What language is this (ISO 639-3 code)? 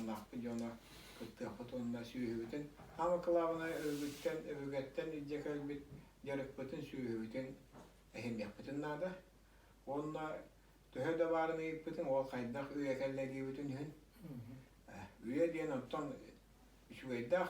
sah